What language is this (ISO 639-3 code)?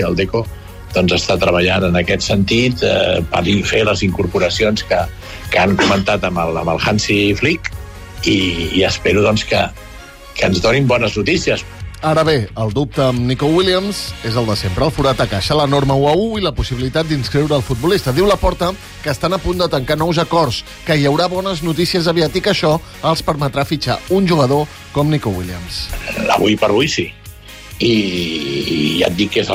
cat